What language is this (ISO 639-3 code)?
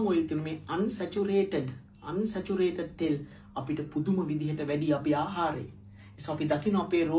sin